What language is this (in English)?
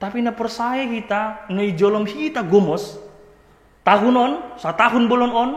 Batak Simalungun